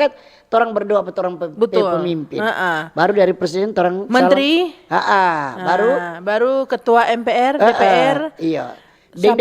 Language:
Manado Malay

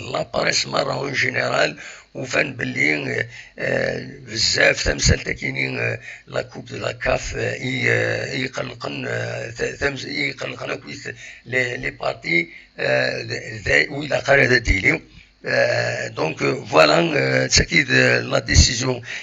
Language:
Kabyle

